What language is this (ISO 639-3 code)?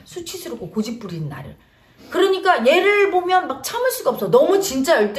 kor